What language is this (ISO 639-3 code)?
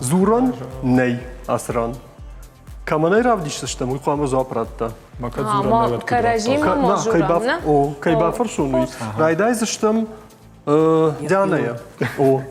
oss